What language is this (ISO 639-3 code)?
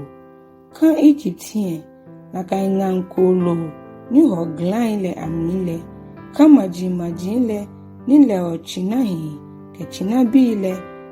gaa